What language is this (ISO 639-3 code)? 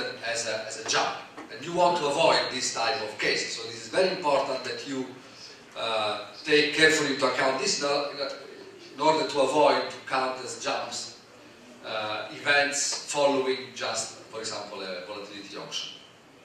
eng